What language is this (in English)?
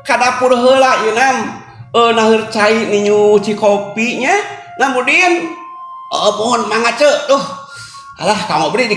Sundanese